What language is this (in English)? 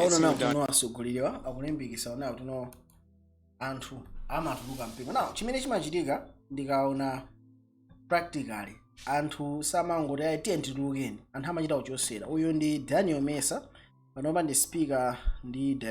Nyanja